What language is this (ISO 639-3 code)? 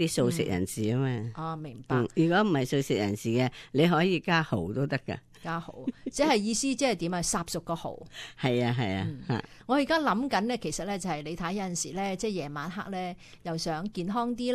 yue